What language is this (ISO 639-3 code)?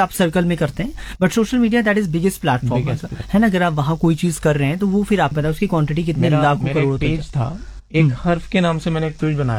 hin